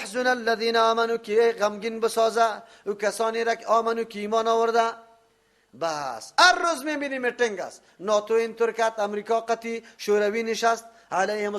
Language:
Persian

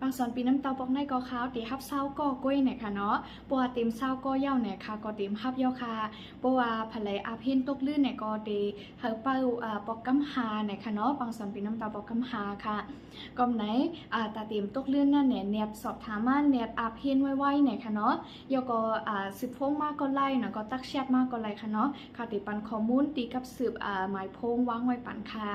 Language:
Shan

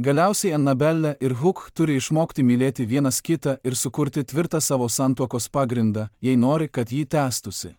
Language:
Lithuanian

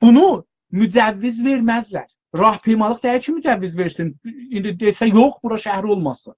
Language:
South Azerbaijani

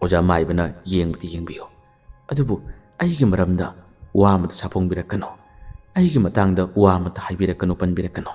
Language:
Manipuri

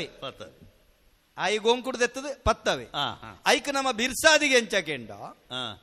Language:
Tulu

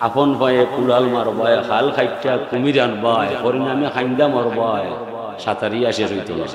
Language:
Sylheti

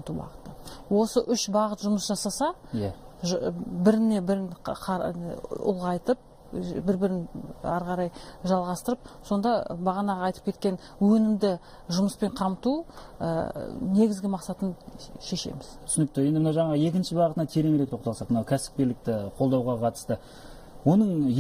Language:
Kazakh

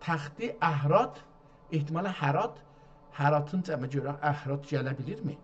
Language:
South Azerbaijani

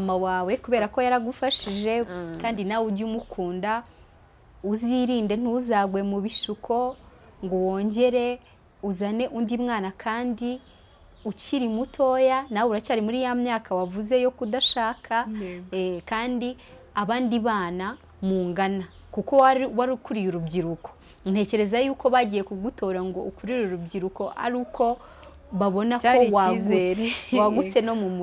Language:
Kinyarwanda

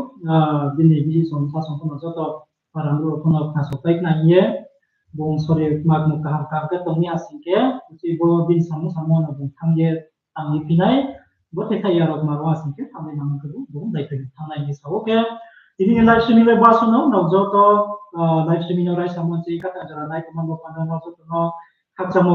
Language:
Riang (India)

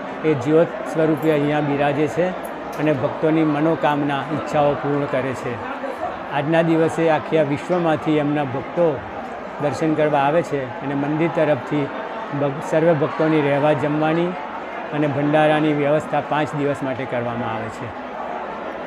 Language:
Gujarati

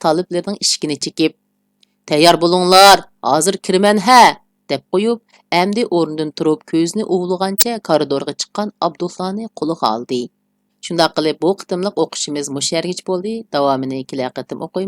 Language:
Uyghur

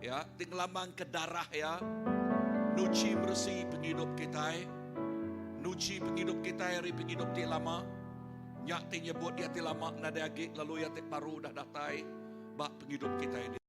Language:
Iban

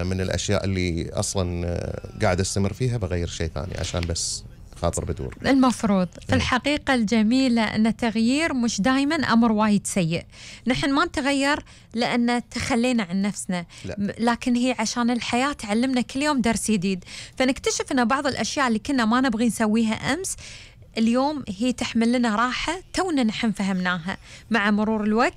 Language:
Gulf Arabic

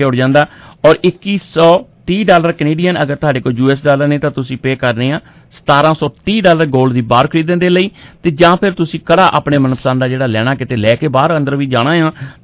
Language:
Punjabi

